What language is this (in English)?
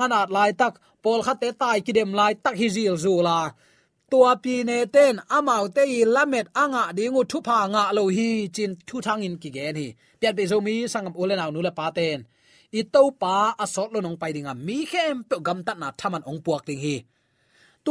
Tedim Chin